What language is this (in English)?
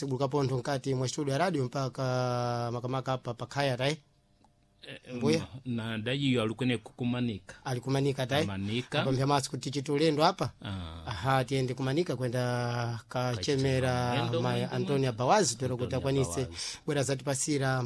Sena